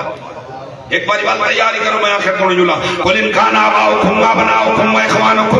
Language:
Saraiki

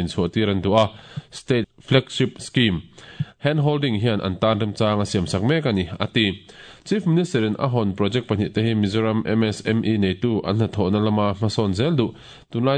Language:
Mizo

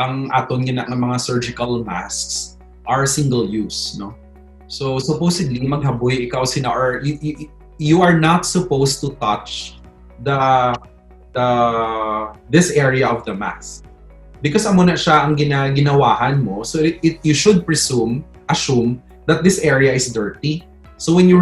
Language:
Hiligaynon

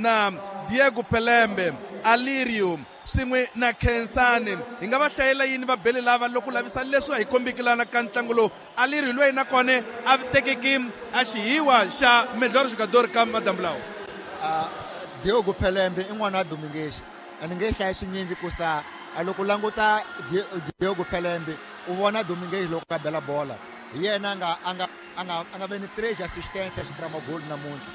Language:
Tsonga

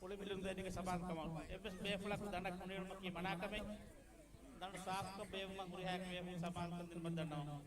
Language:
Divehi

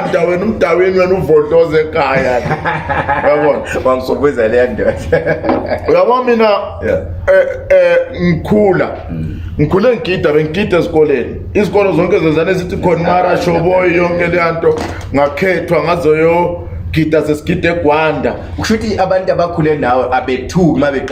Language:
Zulu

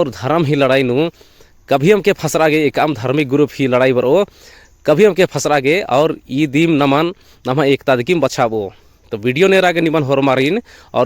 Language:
Kurukh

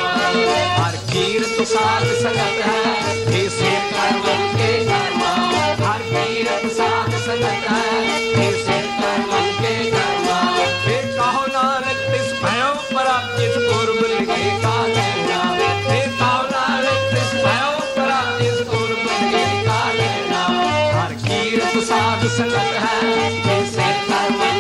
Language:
Punjabi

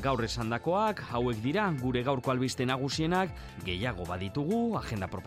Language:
Basque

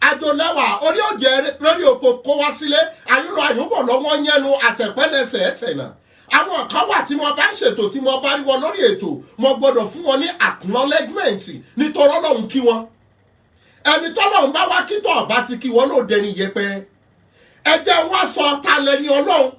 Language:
Yoruba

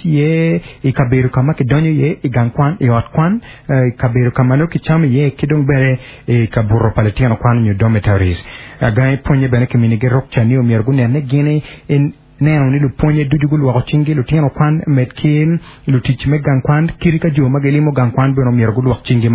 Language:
Acoli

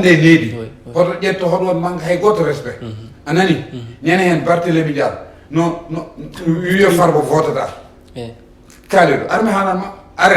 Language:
Fula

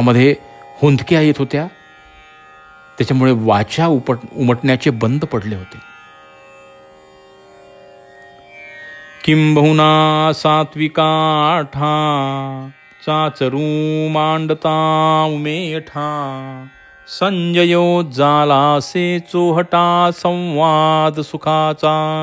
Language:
Marathi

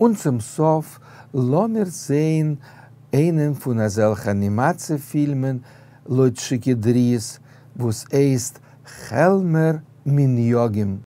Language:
Yiddish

